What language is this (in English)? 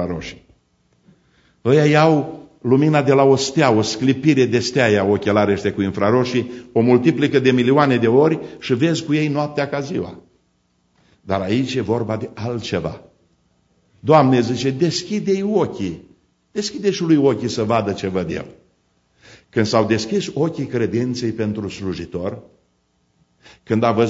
Romanian